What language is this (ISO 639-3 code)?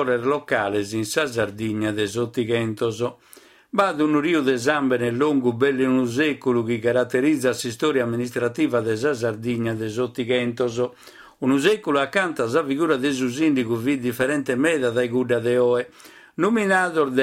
srd